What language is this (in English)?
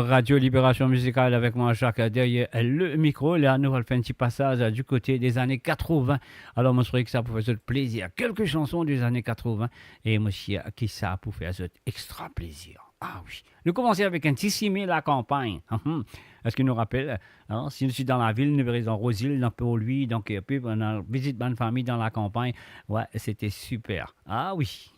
Morisyen